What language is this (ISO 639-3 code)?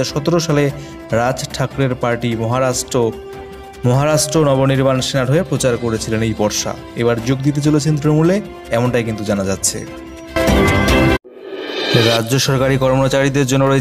ben